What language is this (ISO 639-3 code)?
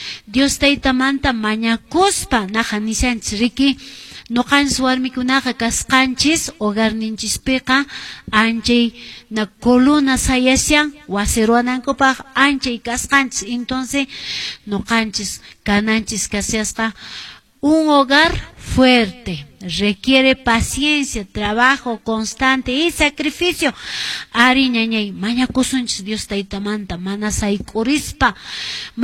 que